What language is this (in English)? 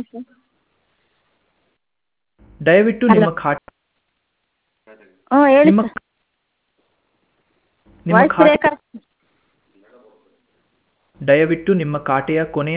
Kannada